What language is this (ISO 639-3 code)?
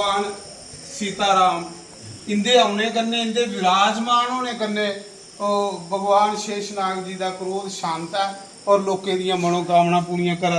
doi